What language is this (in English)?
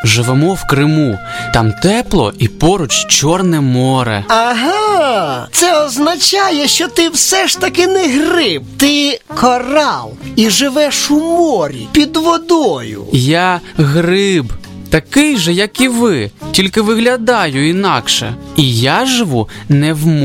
Ukrainian